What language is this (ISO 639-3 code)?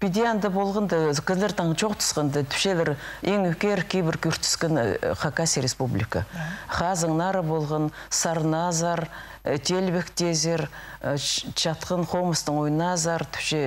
kjh